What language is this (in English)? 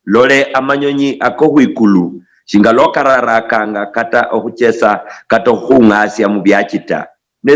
Luyia